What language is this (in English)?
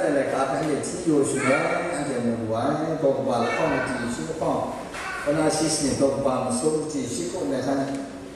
Kachin